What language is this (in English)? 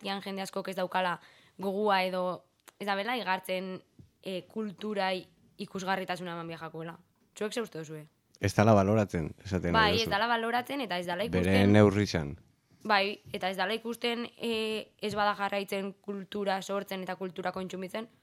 Basque